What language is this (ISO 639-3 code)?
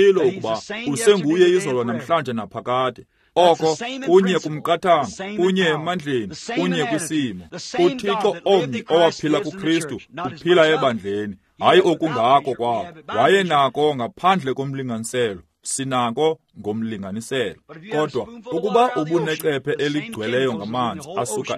xho